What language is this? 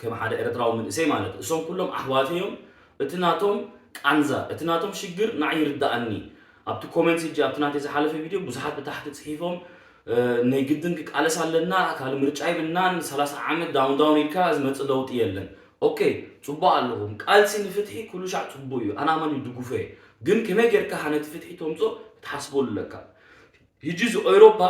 Tigrinya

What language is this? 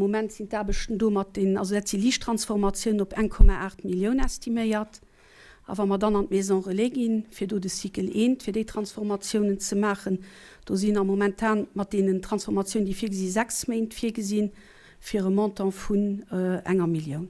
Luxembourgish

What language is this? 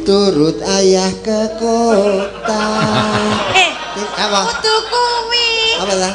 Javanese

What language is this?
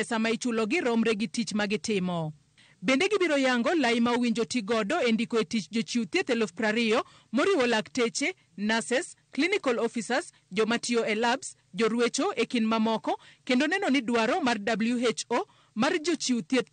Luo (Kenya and Tanzania)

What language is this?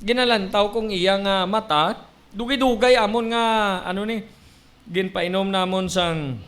Hiligaynon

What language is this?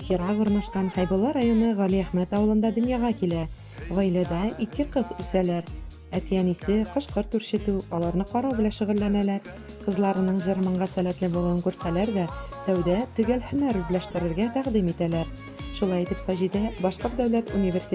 Bashkir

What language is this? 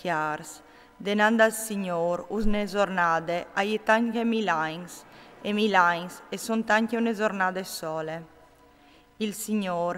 Friulian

